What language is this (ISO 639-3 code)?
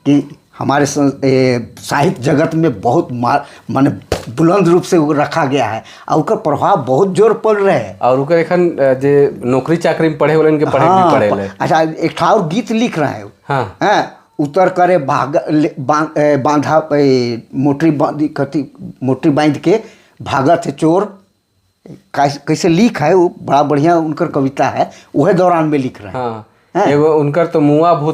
sck